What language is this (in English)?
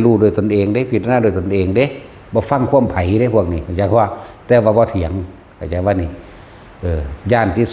Northeastern Thai